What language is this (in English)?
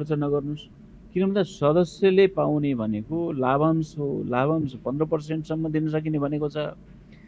Nepali